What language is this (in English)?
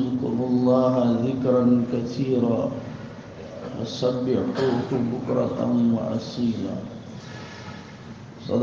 Urdu